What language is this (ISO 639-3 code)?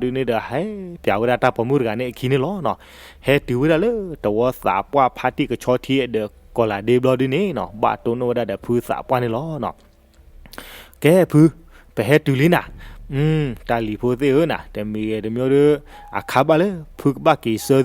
ksw